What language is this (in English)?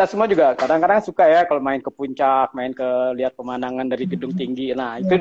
Indonesian